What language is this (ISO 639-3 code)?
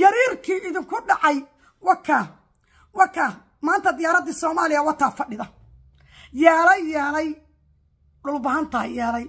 som